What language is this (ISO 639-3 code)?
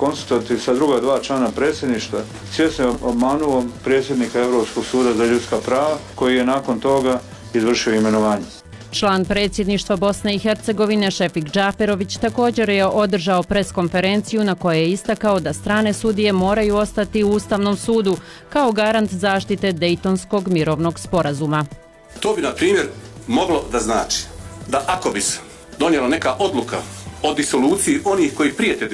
bos